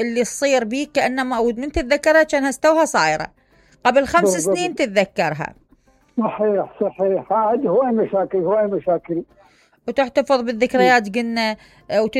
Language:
Mesopotamian Arabic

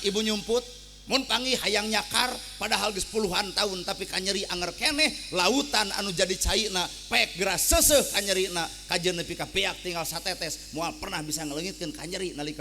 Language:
Sundanese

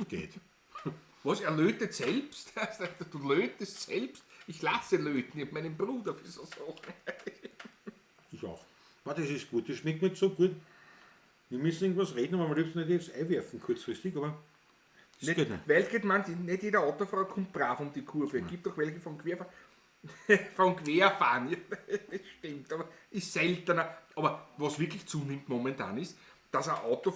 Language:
Bavarian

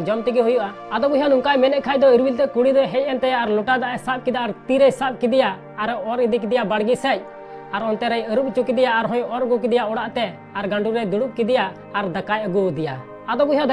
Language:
Santali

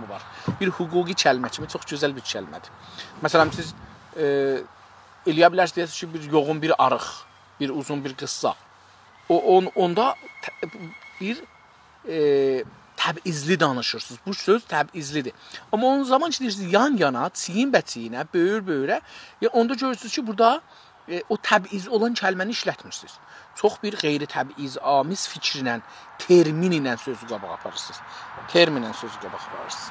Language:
South Azerbaijani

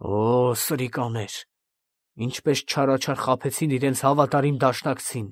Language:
Armenian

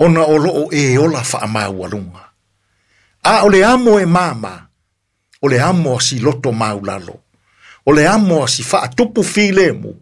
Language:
Samoan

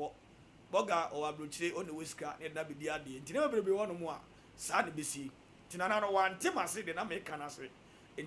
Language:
Akan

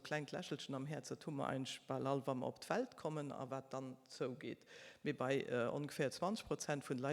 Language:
Luxembourgish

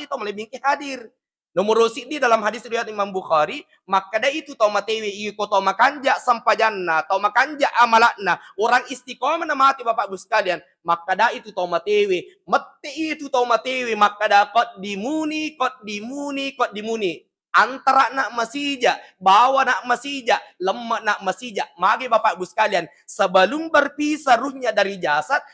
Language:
Buginese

